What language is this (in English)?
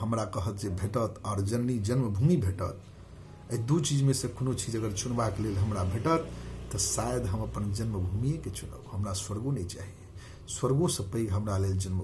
Maithili